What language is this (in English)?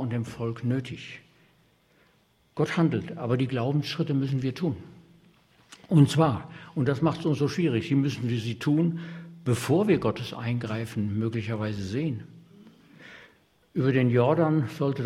German